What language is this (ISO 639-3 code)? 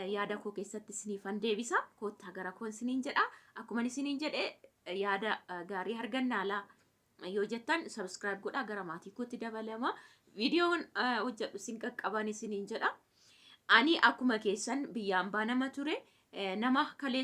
orm